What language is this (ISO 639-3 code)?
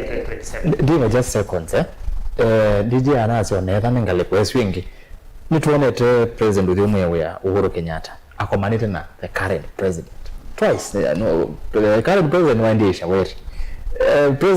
kam